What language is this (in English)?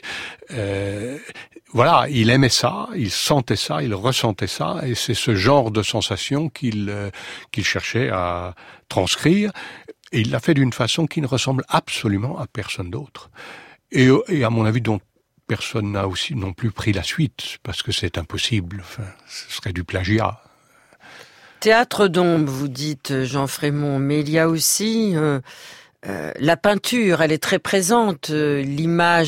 French